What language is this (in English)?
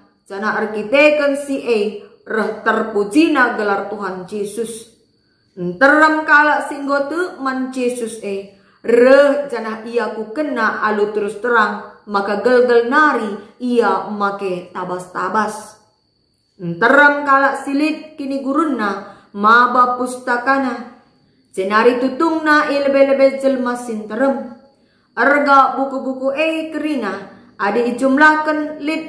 Batak Karo